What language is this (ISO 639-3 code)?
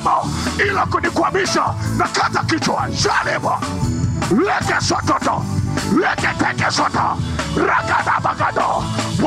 swa